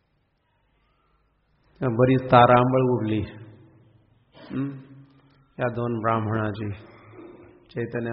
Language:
Marathi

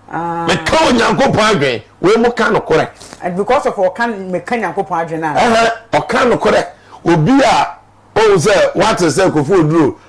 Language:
Akan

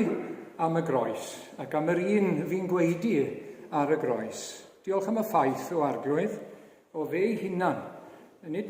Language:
Welsh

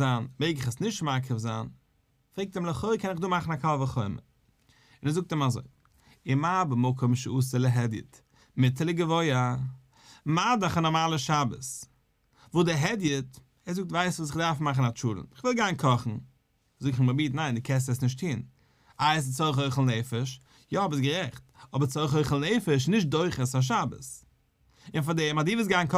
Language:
Yiddish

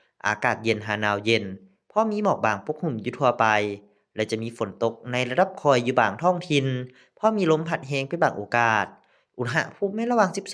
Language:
Lao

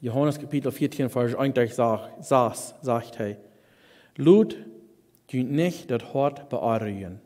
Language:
Plautdietsch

